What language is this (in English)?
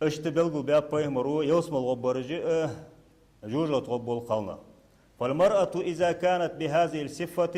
Ingush